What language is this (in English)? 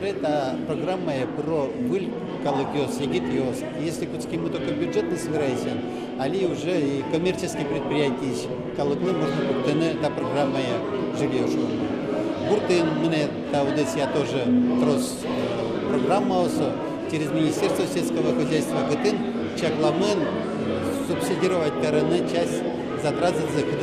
Udmurt